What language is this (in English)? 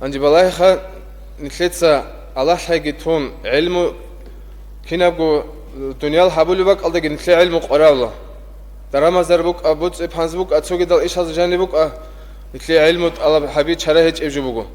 Avaric